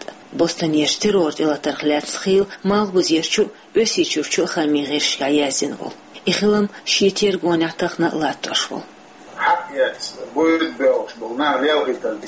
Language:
Chechen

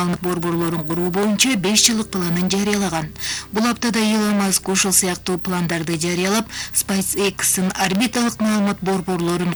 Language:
Kyrgyz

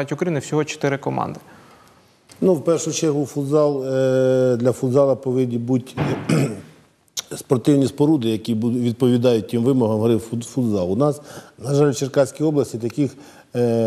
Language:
Ukrainian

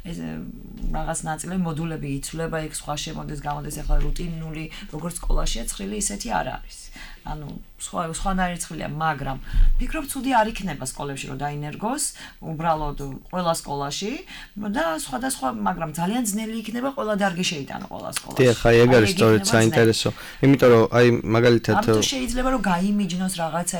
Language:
Georgian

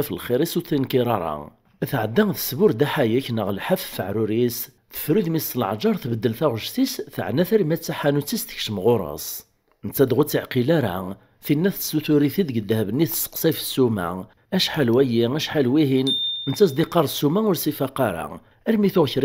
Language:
Kabyle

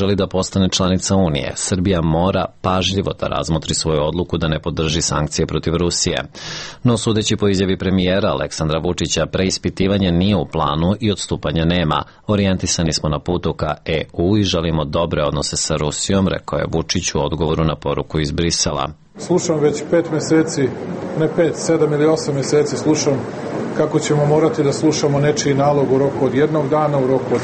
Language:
Serbian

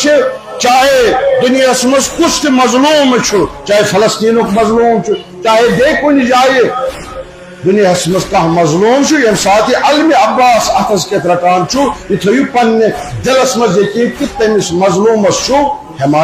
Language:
Kashmiri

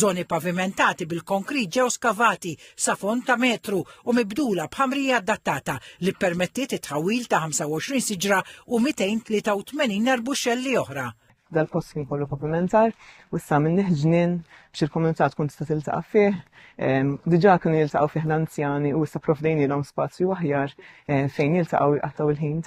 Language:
Maltese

